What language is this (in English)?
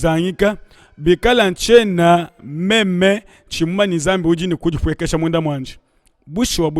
Luba-Lulua